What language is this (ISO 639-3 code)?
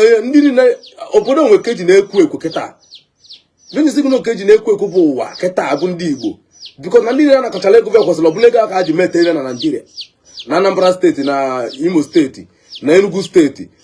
ibo